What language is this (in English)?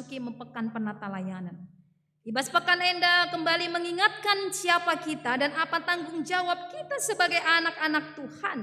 Batak Karo